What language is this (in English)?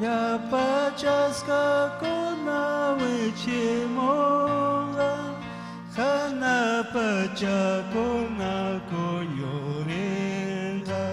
Ayacucho Quechua